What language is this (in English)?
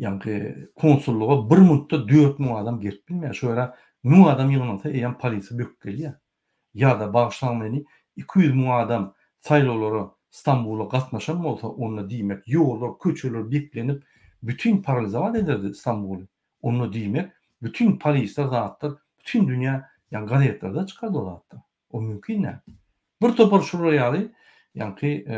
Turkmen